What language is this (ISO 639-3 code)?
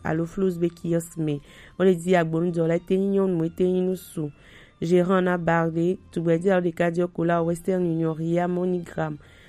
gej